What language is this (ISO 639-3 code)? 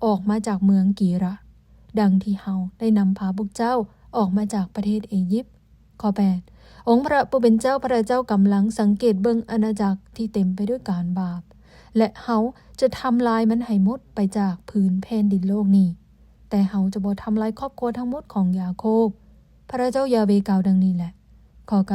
lao